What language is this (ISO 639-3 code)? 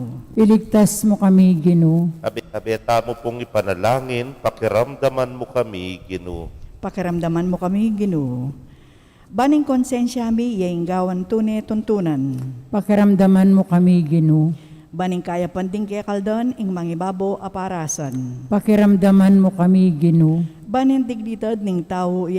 pam